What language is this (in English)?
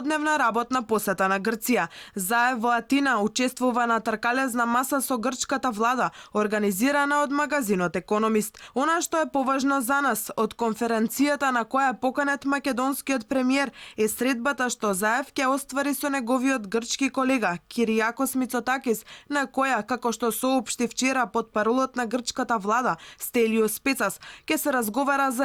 Macedonian